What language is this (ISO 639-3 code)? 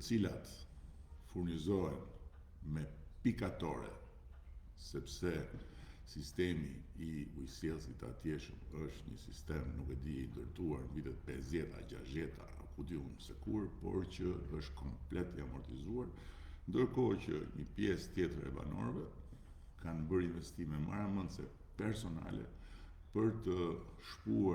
sqi